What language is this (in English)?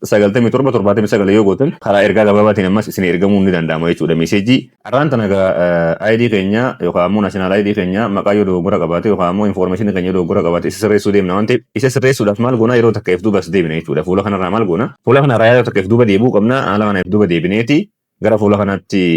Oromo